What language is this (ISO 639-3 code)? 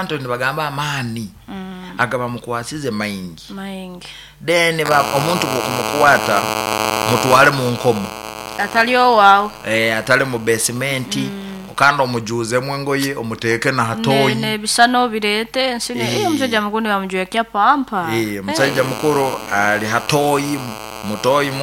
nyo